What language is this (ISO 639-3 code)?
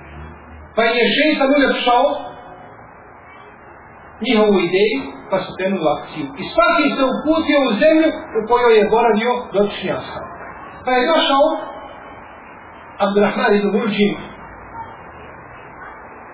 bos